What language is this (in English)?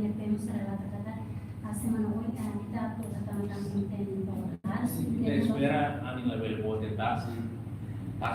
Tetum